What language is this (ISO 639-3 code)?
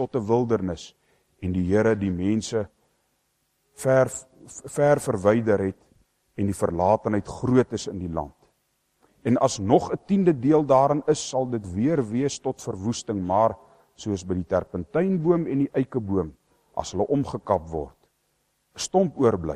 afr